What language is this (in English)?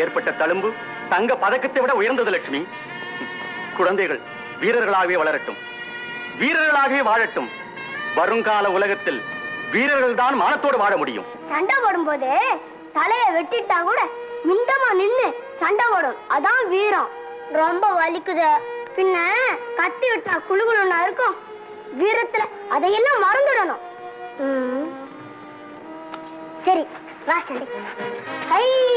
Tamil